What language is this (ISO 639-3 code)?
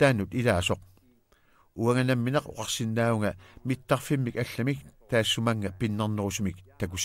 kal